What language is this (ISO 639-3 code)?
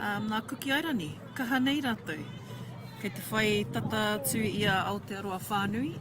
mri